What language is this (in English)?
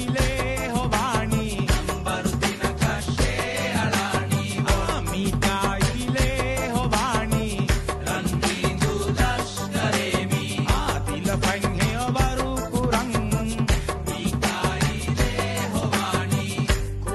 Divehi